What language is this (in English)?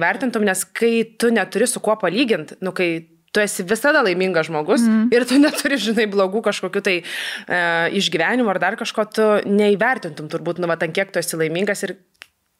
Lithuanian